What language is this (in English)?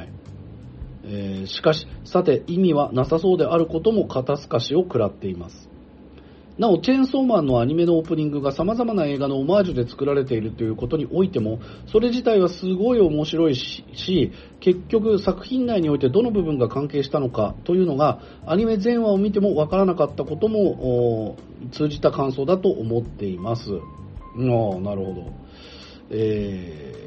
Japanese